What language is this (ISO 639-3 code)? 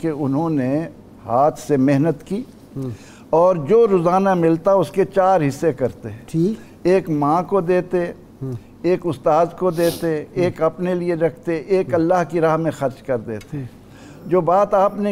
urd